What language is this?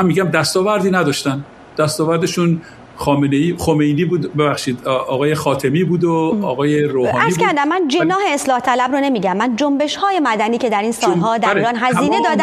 Persian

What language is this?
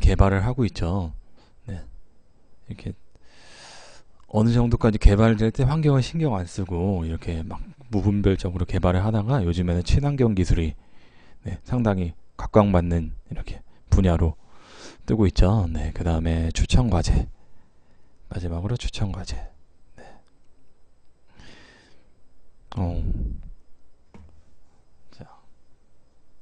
Korean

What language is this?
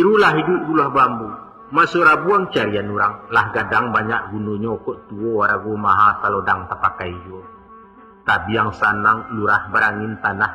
Minangkabau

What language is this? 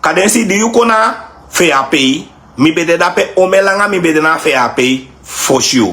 Sranan Tongo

